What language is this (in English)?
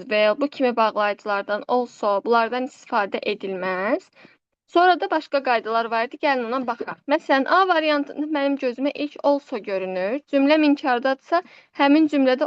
Azerbaijani